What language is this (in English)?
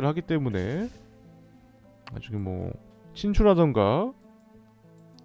Korean